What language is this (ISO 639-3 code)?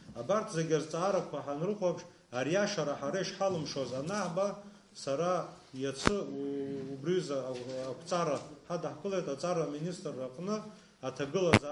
abk